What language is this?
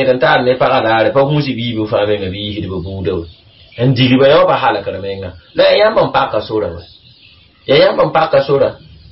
Mossi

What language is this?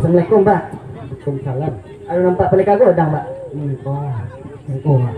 Minangkabau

